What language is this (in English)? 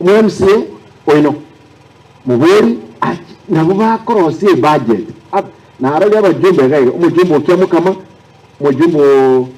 Gusii